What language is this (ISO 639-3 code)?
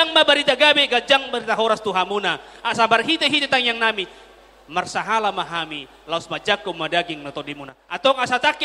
bbc